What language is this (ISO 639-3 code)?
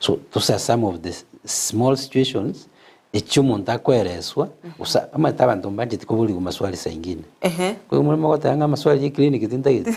guz